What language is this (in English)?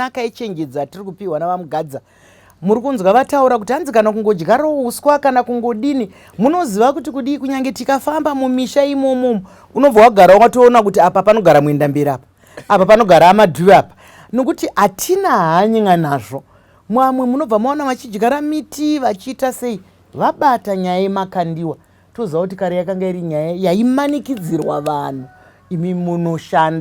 Shona